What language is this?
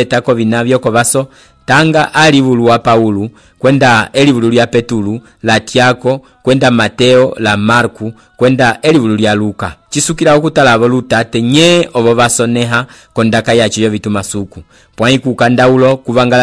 Umbundu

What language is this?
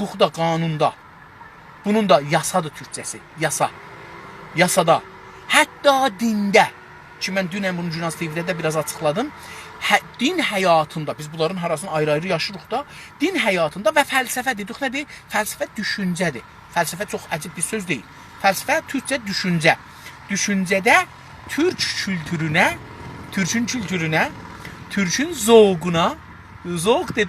South Azerbaijani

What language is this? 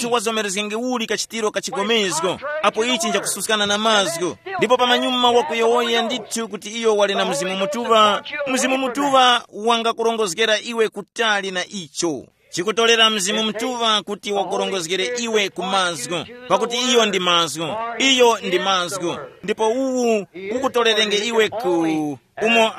Tumbuka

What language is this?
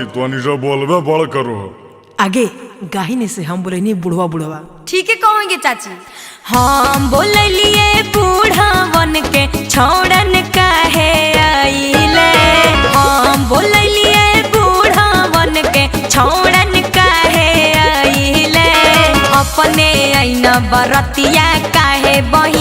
Magahi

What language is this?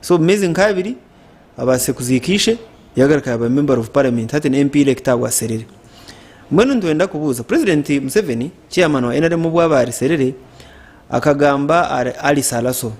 Nyankole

